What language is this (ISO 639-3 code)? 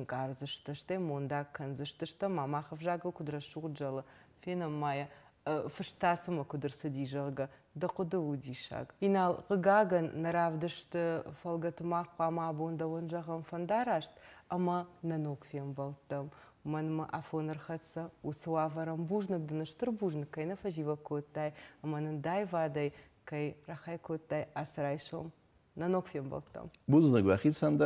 oss